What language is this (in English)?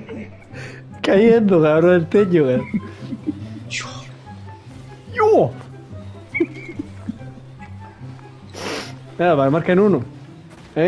Spanish